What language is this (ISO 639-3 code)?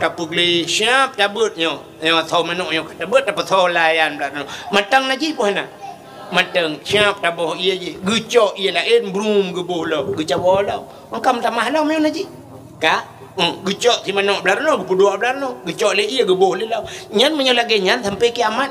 ace